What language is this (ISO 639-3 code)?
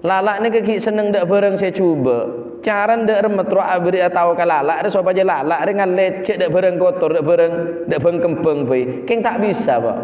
mad